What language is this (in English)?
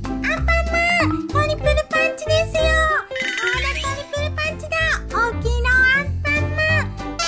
Japanese